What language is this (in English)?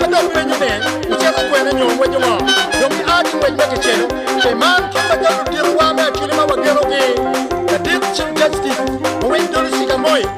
Acoli